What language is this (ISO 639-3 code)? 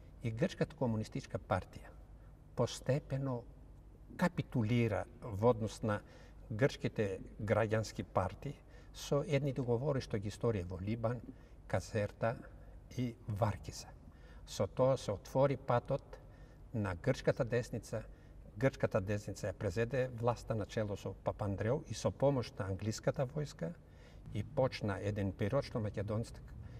mkd